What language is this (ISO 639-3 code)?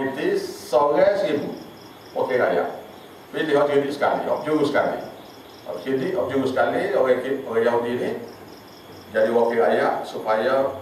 msa